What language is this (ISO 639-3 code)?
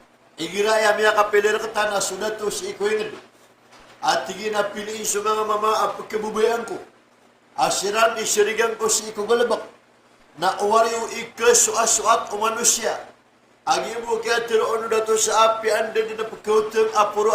mrw